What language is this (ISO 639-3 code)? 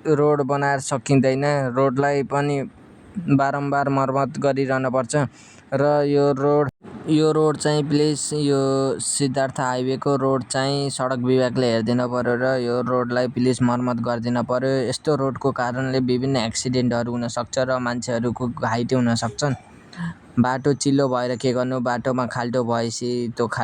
nep